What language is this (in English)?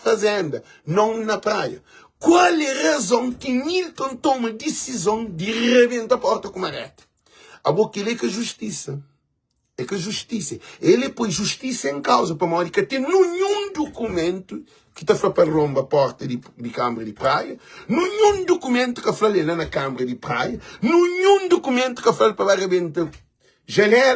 Kabuverdianu